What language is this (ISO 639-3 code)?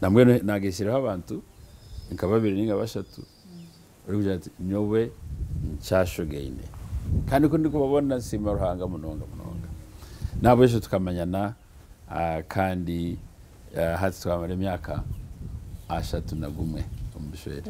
nyn